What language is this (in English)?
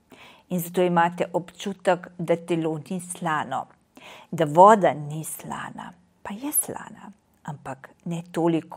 Slovenian